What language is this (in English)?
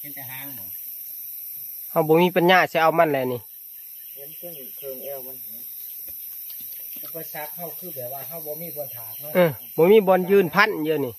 Northeastern Thai